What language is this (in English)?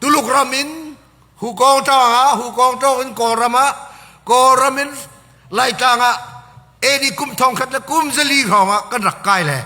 Hakha Chin